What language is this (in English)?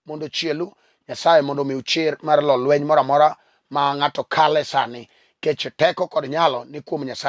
Luo (Kenya and Tanzania)